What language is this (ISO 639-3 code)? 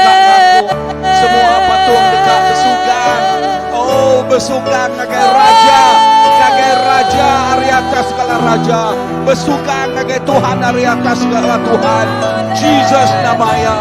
iba